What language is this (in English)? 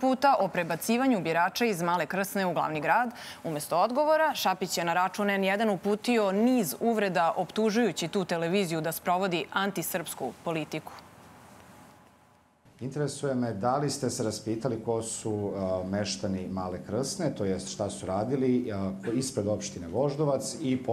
Serbian